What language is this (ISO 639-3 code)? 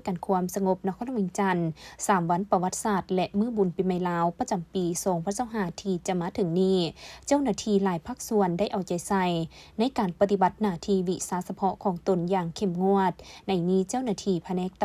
lao